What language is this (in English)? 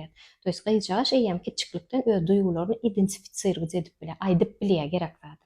Turkmen